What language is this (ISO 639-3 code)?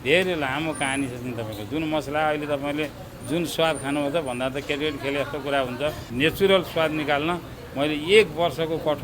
nep